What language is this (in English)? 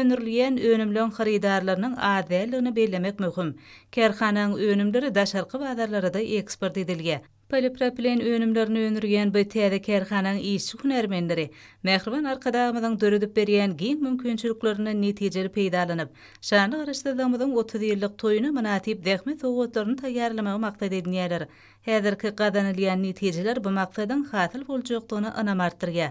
Turkmen